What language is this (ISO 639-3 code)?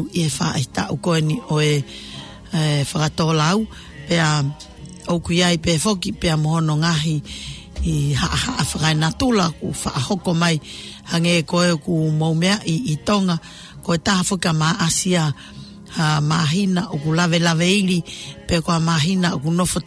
ton